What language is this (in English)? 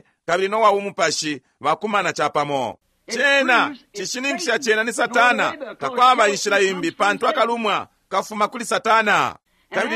Bemba